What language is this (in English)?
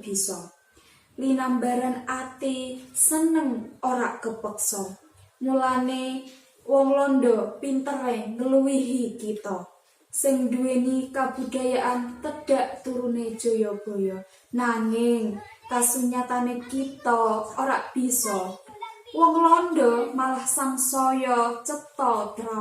Javanese